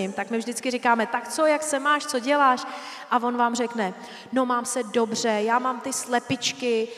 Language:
Czech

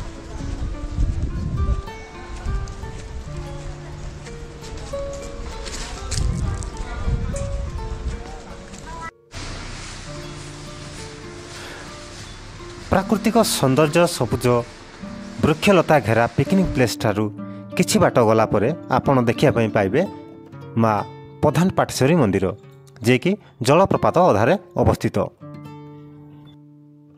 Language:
Odia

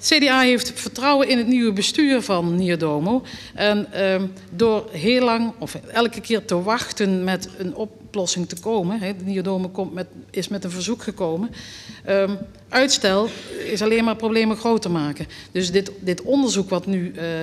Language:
Dutch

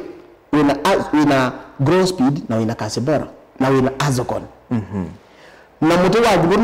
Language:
Kamba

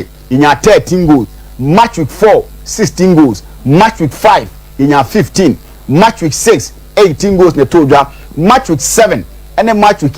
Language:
Akan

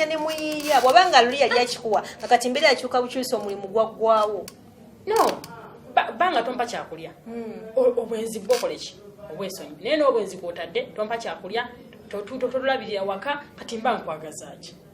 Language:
Ganda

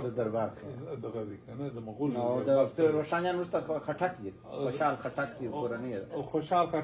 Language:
Pashto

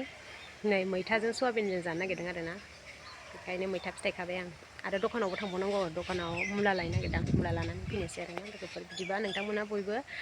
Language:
Bodo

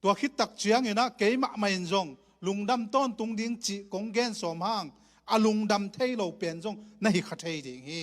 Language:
Tedim Chin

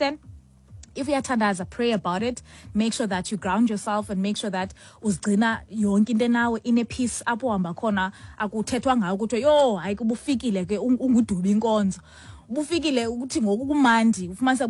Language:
Xhosa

